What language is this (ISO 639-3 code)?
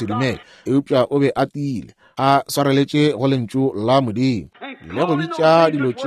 nso